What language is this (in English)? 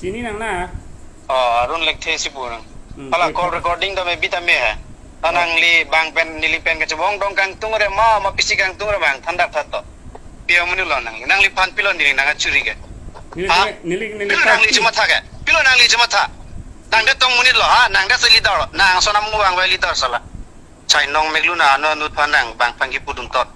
Karbi